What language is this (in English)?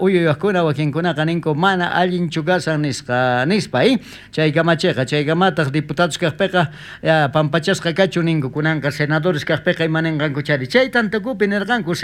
South Bolivian Quechua